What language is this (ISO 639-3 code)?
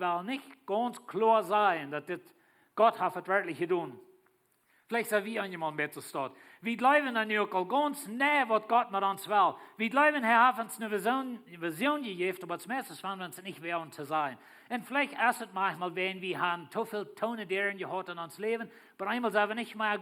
pdt